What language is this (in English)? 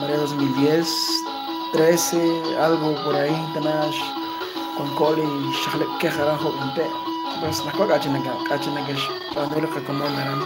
Kekchí